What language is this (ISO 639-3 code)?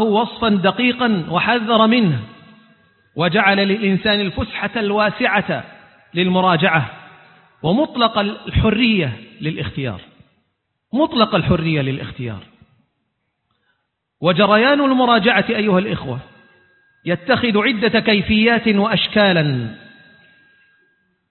ara